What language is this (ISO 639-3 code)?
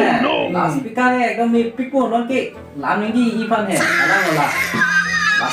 mjw